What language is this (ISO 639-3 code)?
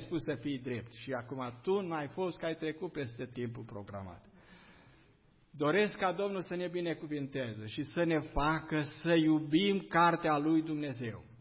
ron